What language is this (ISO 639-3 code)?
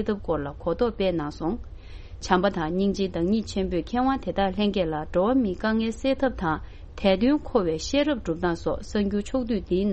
bod